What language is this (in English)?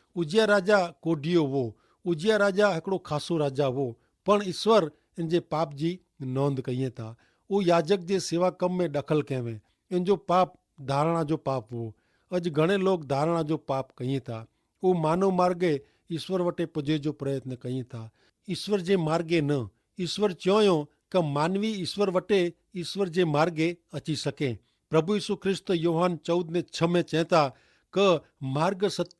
Kachhi